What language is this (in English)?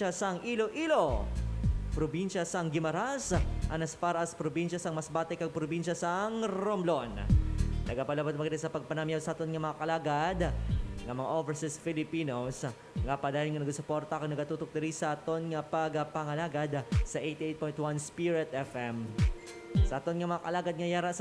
Hiligaynon